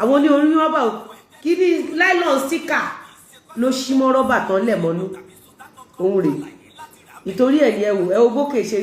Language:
Yoruba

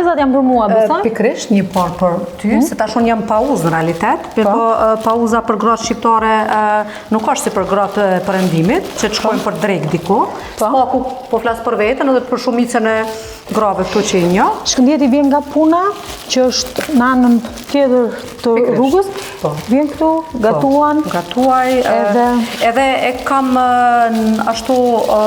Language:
Albanian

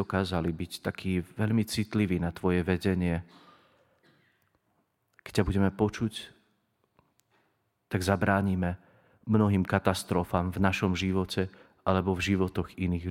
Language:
Slovak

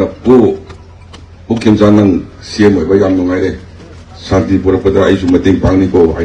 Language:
Manipuri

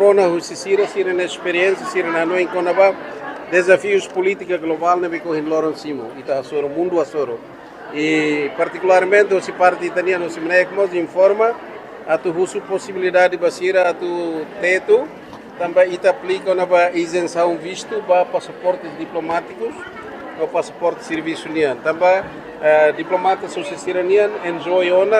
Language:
Tetum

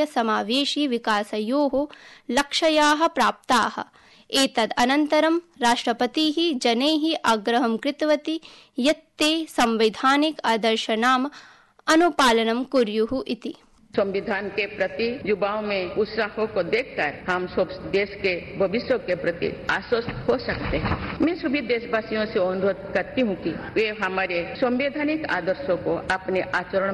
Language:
Sanskrit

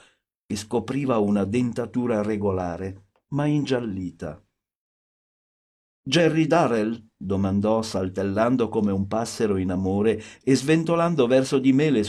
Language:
Italian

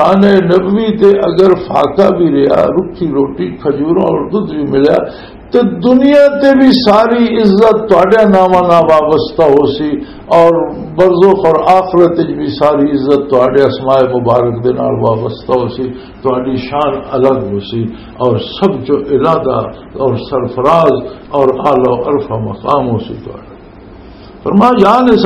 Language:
Western Panjabi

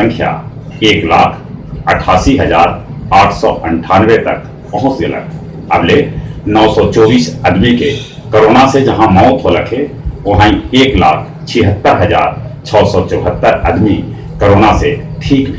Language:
Magahi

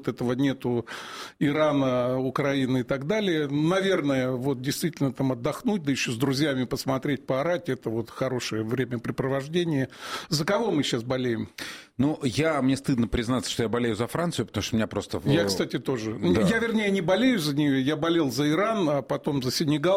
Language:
Russian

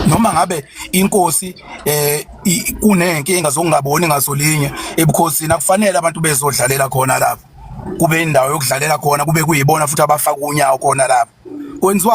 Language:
Zulu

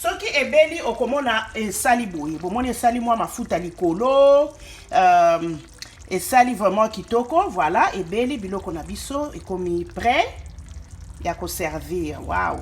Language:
Lingala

